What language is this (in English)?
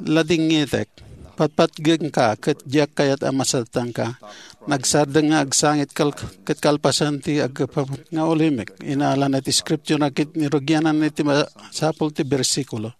Iloko